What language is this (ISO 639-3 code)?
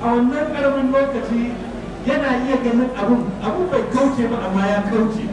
hau